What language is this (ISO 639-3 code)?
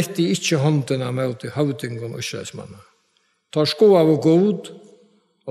fao